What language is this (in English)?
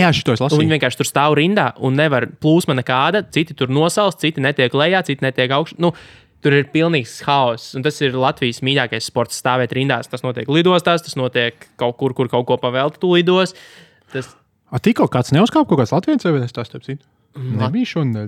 Latvian